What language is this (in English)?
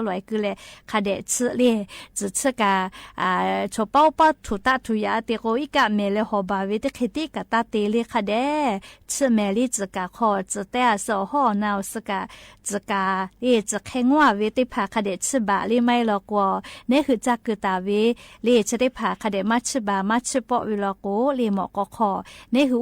Lahu